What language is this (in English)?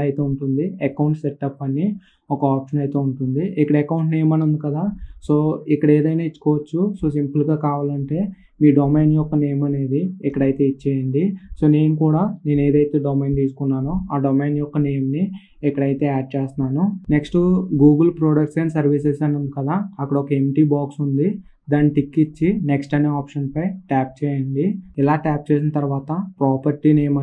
Telugu